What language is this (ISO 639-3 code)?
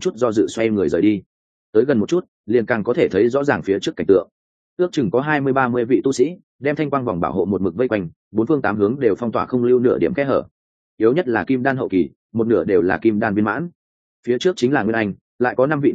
vie